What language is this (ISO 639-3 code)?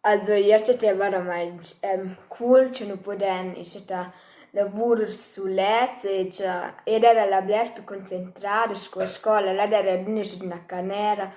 roh